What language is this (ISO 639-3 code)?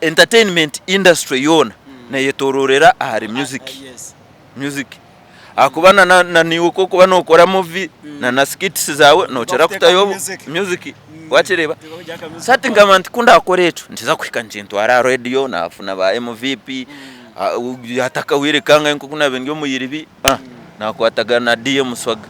nyn